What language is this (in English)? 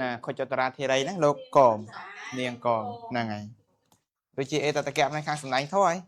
Khmer